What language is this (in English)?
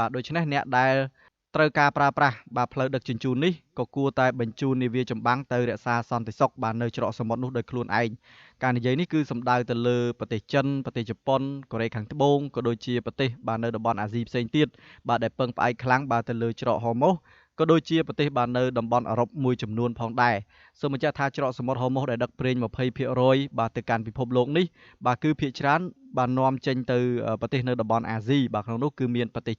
Khmer